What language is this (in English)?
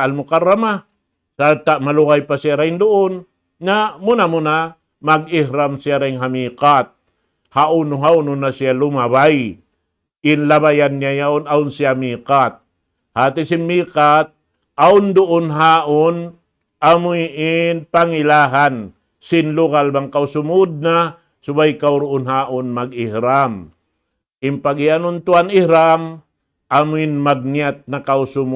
Tausug